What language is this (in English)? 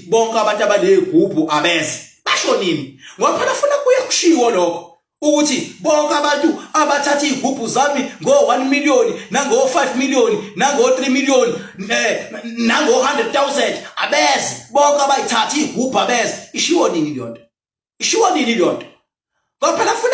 Zulu